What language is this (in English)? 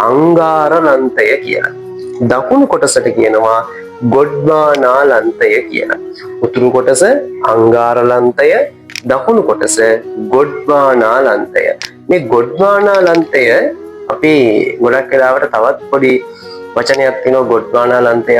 Sinhala